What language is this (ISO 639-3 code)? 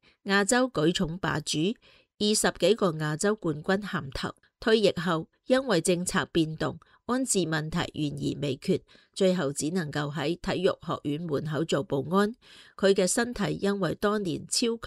yue